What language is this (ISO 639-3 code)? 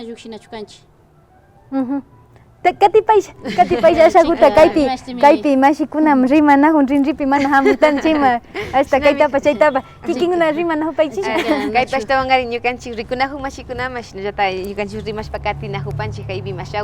qvi